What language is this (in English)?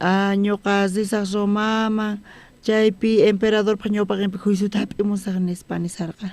South Bolivian Quechua